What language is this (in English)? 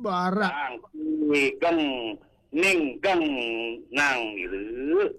Balinese